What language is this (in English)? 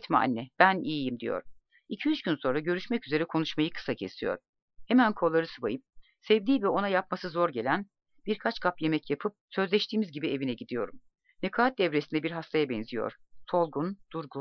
Turkish